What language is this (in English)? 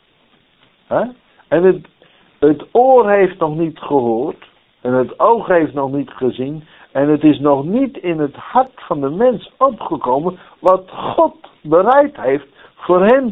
Dutch